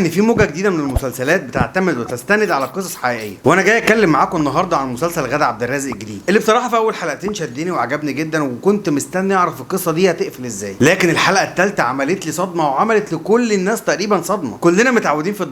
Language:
Egyptian Arabic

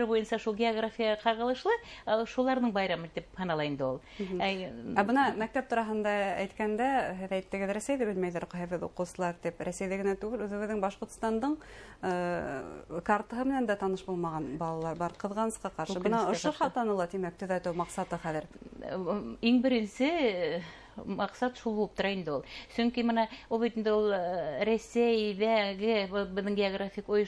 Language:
Bashkir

